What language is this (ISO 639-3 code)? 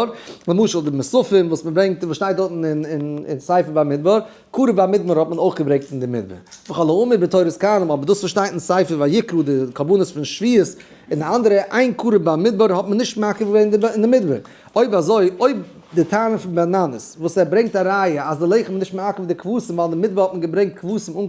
yid